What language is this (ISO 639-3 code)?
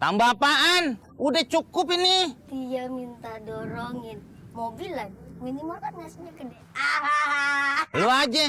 bew